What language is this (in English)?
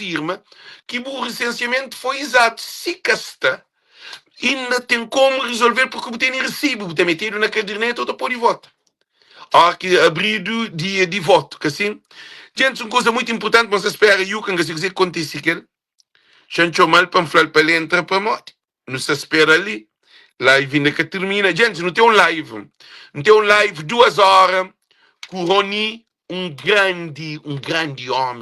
Kabuverdianu